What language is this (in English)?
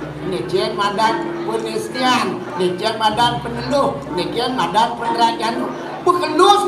Balinese